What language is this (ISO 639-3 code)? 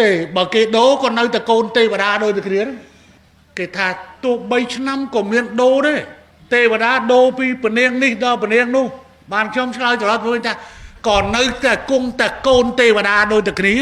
khm